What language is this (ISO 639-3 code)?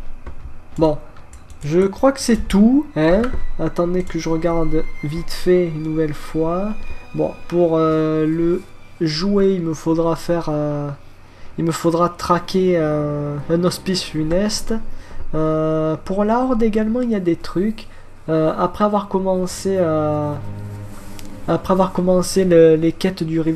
fra